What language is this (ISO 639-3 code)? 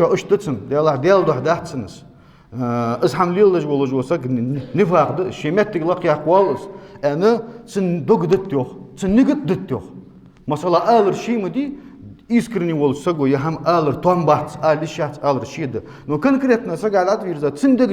inh